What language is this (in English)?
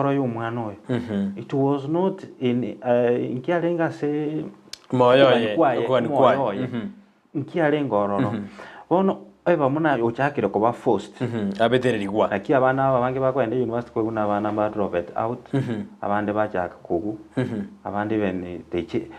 Gusii